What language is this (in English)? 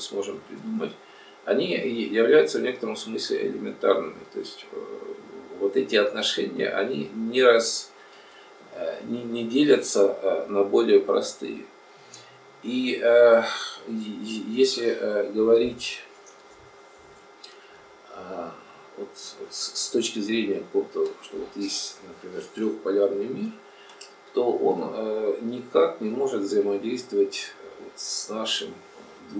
Russian